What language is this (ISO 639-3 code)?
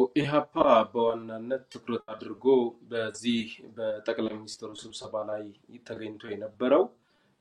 amh